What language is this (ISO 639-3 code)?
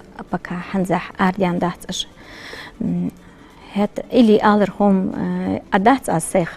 inh